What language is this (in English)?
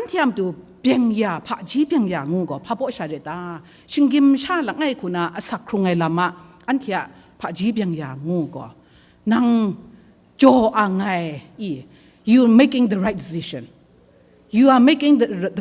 Kachin